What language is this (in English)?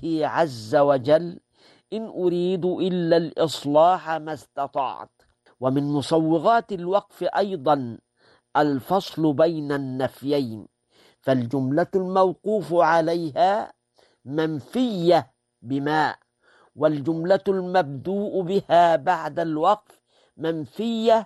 Arabic